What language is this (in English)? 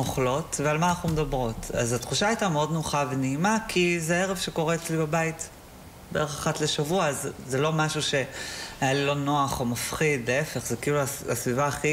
Hebrew